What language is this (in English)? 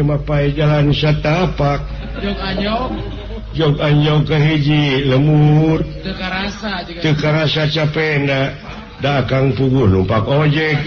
Sundanese